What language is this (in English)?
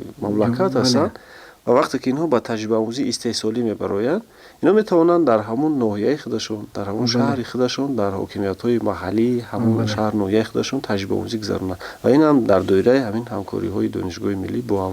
Tajik